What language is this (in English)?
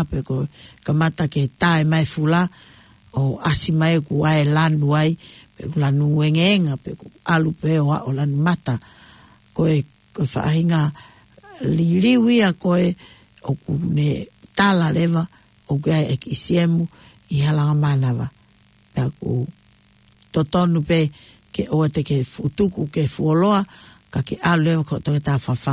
Tongan